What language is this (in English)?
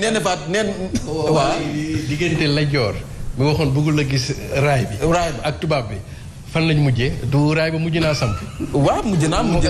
Wolof